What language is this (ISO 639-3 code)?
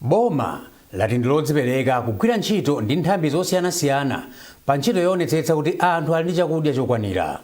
nya